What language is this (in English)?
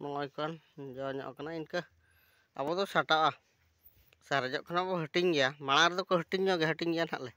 Santali